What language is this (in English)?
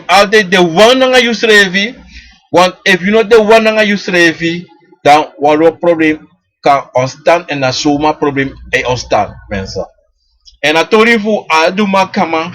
Sranan Tongo